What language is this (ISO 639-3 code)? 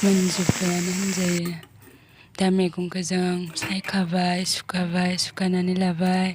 brx